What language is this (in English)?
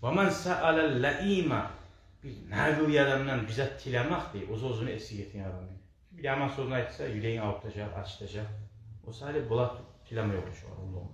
Kumyk